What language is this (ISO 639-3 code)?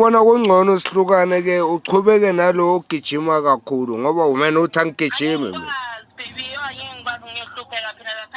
zul